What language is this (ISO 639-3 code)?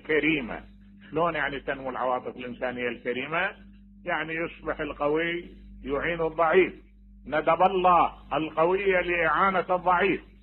acm